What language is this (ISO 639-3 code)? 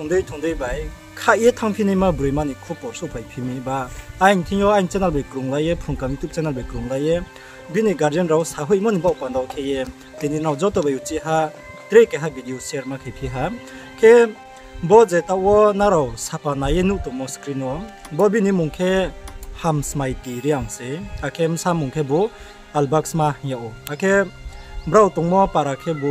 ria